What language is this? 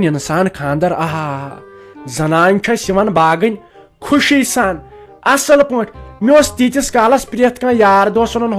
Kashmiri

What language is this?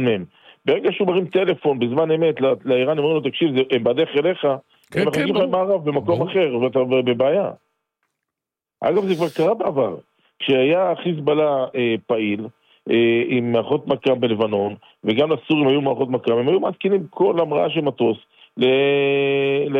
Hebrew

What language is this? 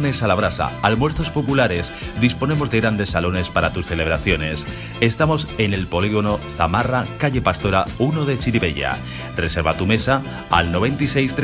Spanish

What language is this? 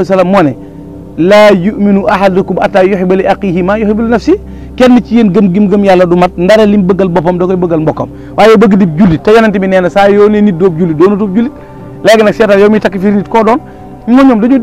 Wolof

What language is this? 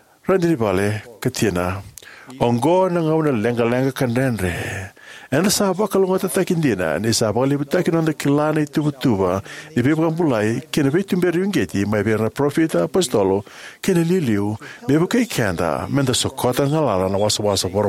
Fijian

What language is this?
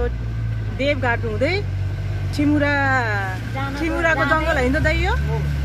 Nepali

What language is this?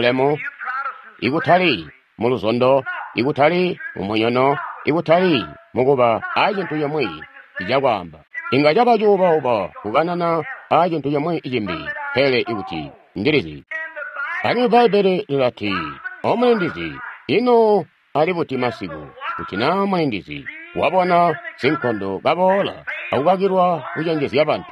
Tonga (Zambia)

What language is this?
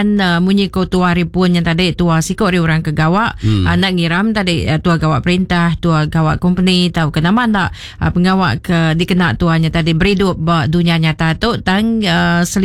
Iban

